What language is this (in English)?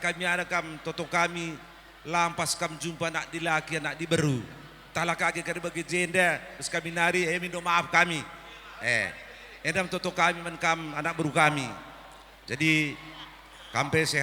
Batak Karo